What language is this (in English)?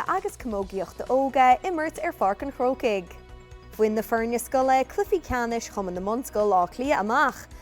Irish